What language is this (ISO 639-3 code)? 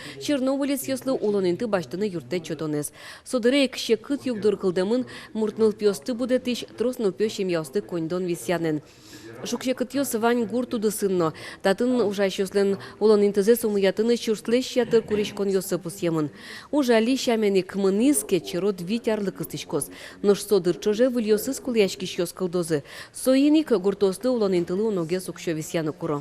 udm